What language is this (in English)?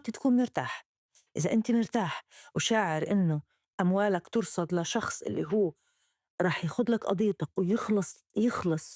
North Levantine Arabic